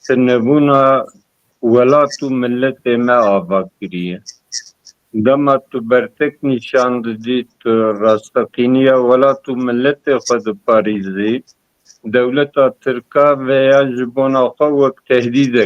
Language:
Kurdish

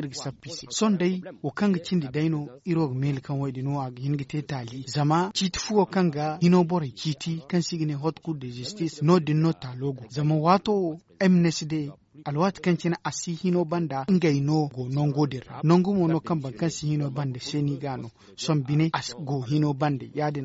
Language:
Zarma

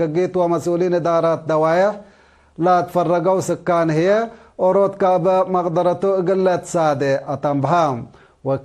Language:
Tigre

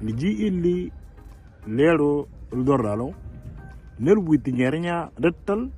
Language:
Moro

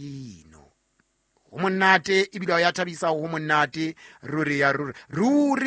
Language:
Southern Sotho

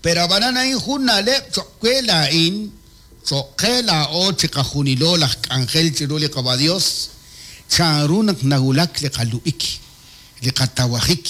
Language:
Kekchí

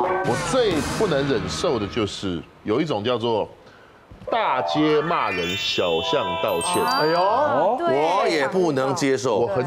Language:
Chinese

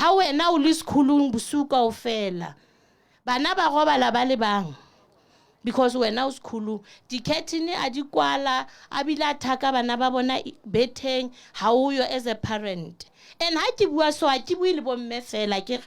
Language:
Southern Sotho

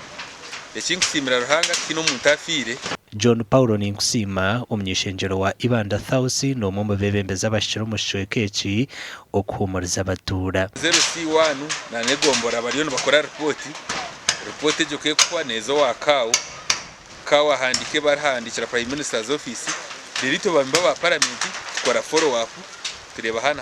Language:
Nyankole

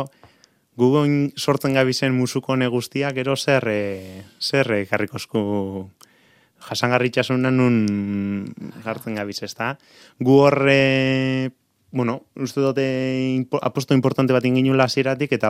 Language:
Basque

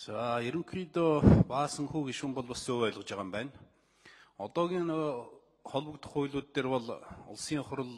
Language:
Mongolian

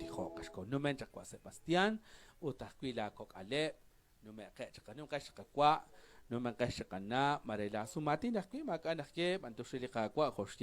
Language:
Kekchí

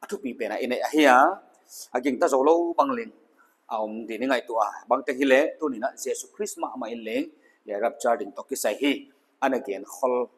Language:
Paite Chin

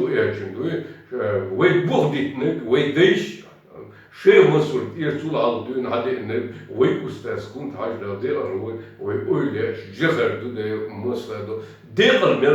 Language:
Chechen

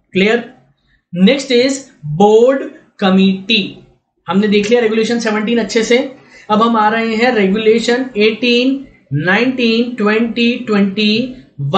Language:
Hindi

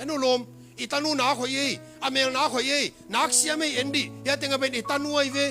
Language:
Tedim Chin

